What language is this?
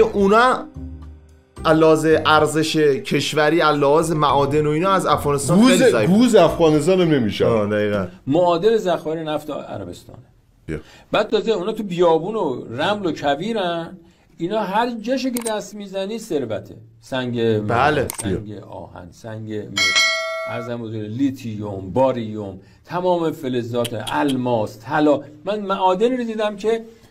Persian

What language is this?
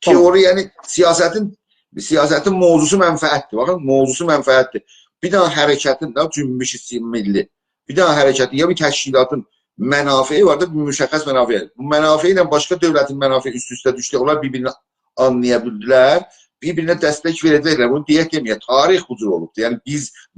South Azerbaijani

